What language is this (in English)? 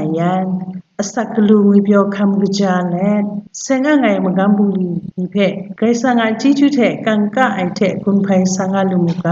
Kachin